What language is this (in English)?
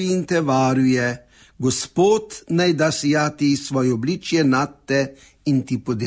Slovenian